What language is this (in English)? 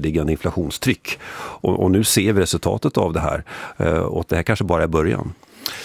Swedish